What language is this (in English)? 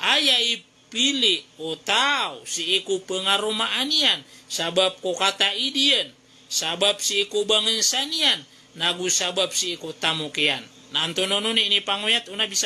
Maranao